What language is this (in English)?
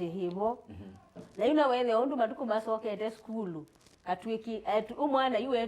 Kamba